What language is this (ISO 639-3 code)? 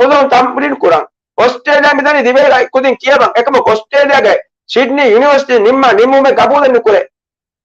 div